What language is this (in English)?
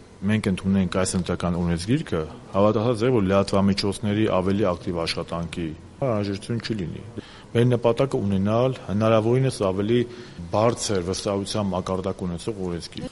Armenian